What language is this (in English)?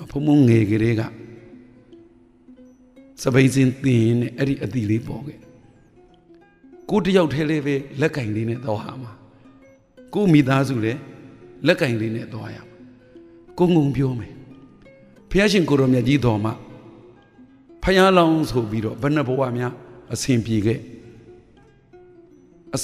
Burmese